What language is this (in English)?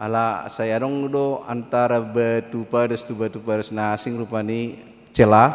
Batak Toba